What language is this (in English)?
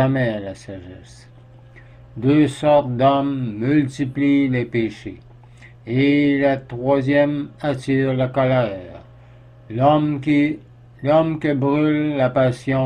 French